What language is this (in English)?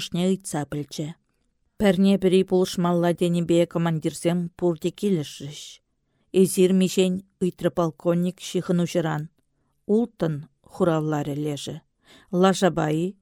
Chuvash